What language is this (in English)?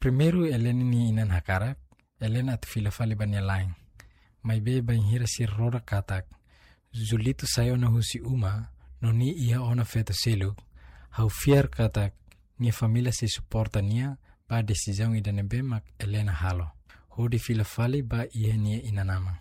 Tetum